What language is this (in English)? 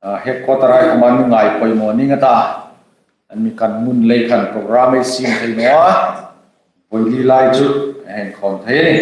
Hmar